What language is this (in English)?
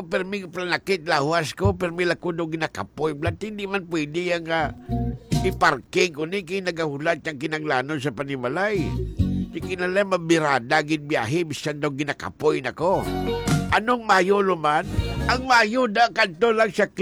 Hiligaynon